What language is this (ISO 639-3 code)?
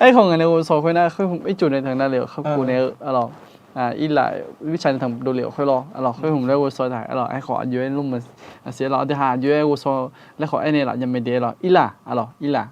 ahk